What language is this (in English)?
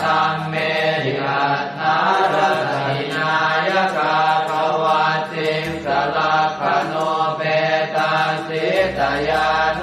Pali